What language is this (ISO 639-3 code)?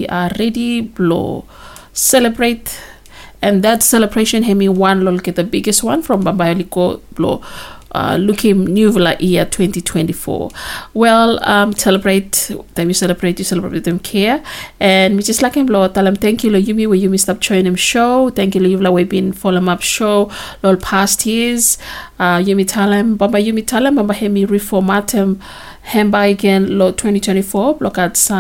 bis